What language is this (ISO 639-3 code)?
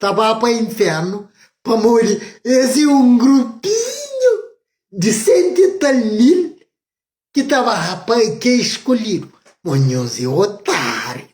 kea